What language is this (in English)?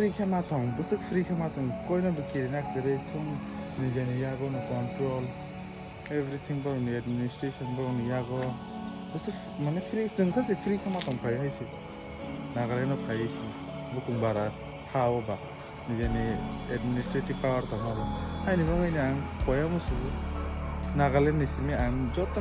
Kok Borok